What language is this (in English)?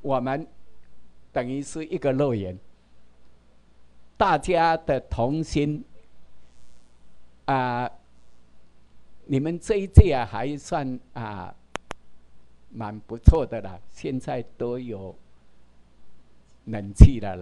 Chinese